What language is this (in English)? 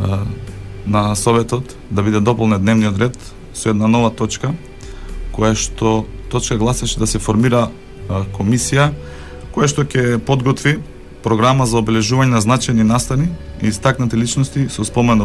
Macedonian